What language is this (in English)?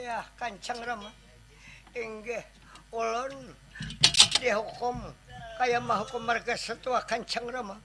Banjar